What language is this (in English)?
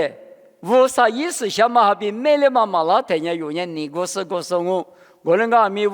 Lisu